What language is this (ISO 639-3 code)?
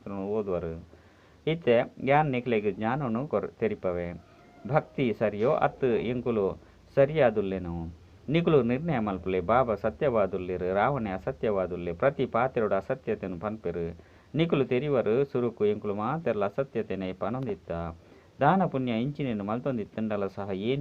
tcy